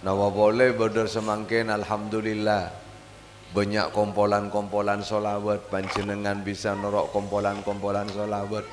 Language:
Madurese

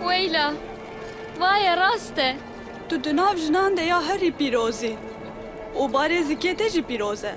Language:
Kurdish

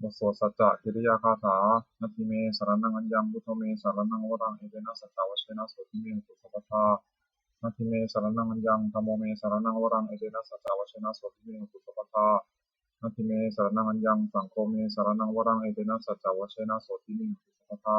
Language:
Pali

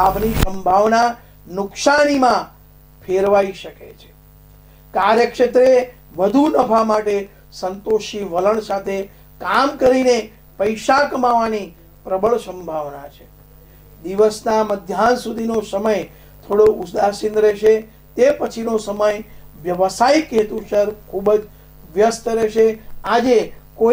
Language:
Gujarati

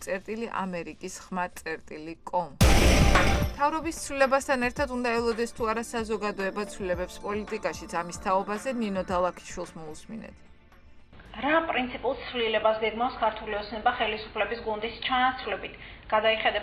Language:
Georgian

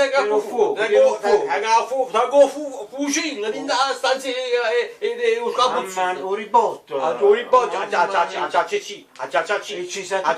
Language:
Neapolitan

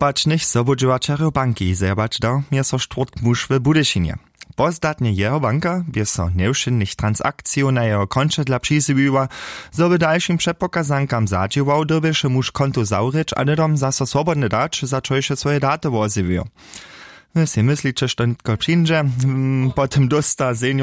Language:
Upper Sorbian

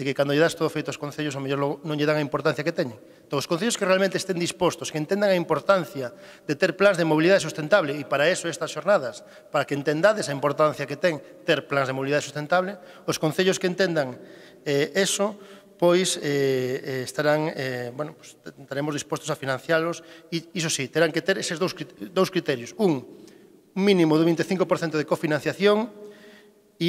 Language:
Galician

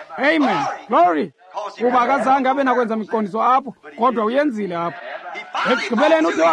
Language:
Xhosa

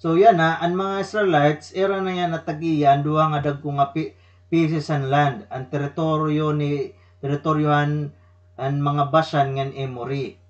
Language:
Waray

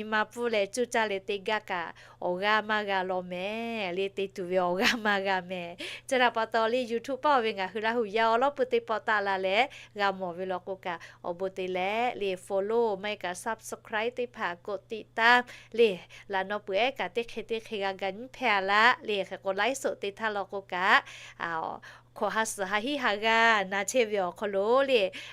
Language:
Lahu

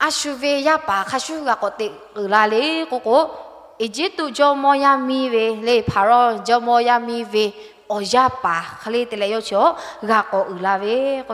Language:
Lahu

